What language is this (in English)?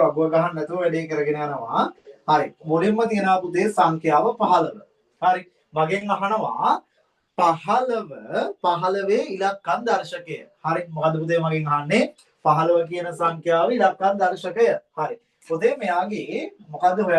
Sinhala